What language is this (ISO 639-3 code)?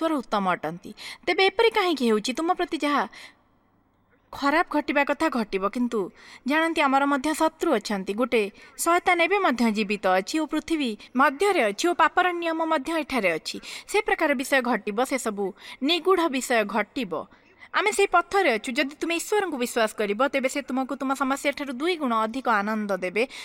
ori